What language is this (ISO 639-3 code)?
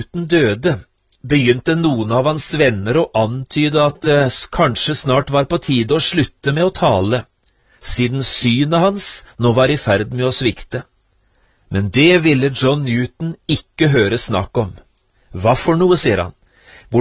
nor